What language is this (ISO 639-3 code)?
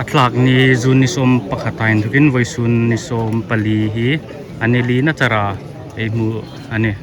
hmr